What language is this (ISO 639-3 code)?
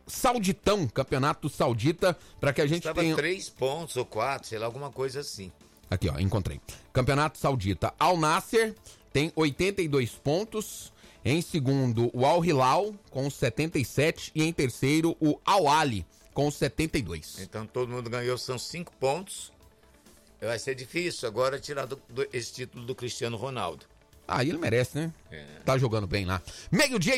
por